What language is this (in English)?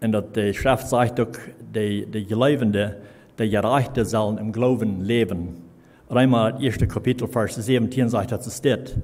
Plautdietsch